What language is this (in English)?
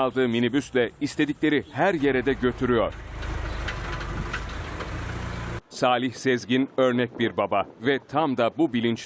Turkish